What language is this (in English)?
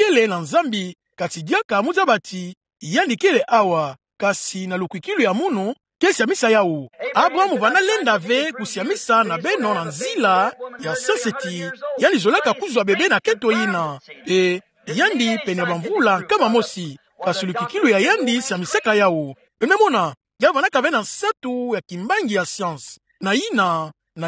Kituba (Democratic Republic of Congo)